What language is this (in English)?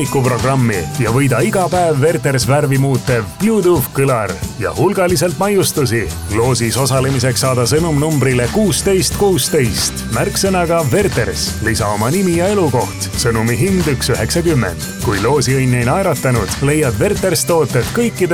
Estonian